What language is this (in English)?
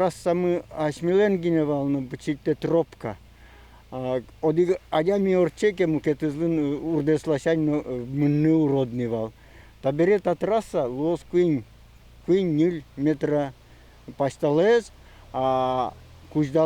Udmurt